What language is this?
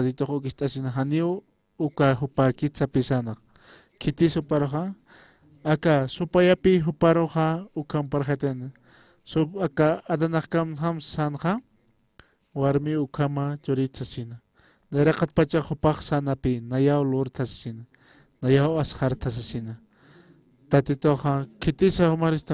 Aymara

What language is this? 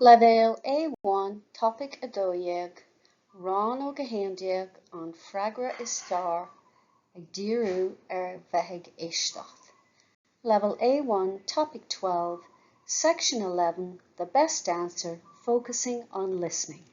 Irish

